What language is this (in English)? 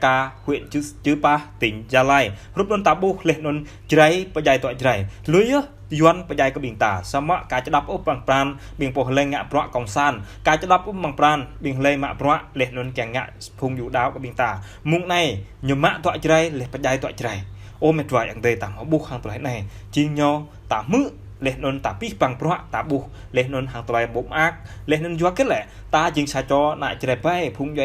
Jarai